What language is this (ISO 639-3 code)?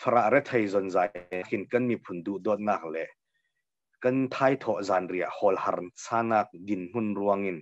cnh